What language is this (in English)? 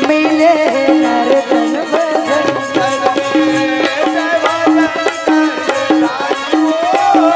Chhattisgarhi